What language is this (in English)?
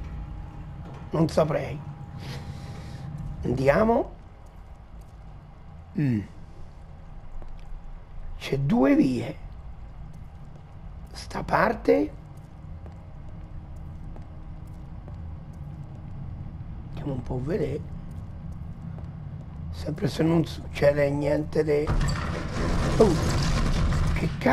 Italian